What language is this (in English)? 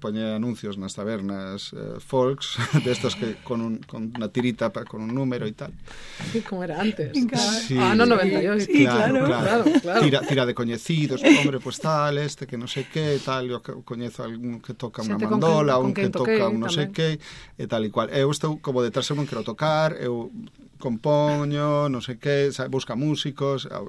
Galician